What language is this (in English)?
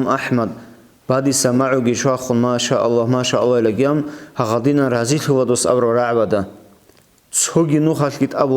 Avaric